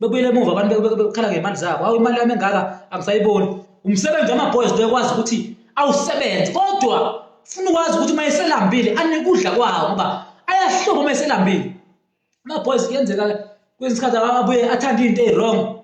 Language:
Zulu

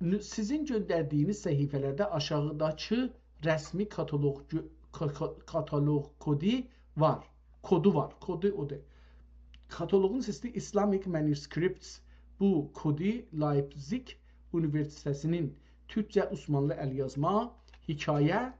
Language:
South Azerbaijani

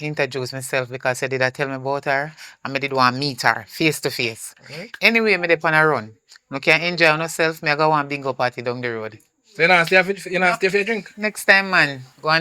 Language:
Jamaican Creole English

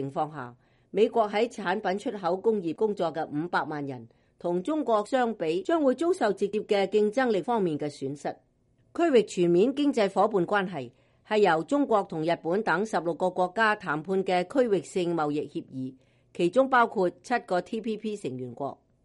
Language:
Cantonese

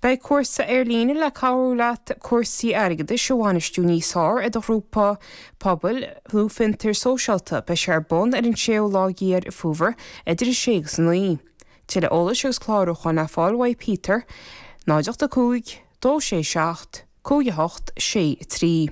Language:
Irish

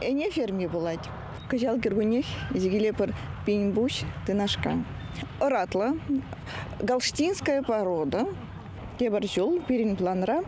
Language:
Chuvash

